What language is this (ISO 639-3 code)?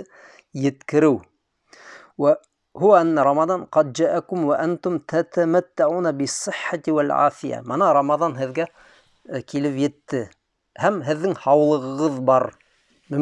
bak